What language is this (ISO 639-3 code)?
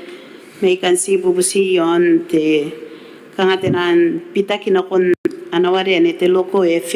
gil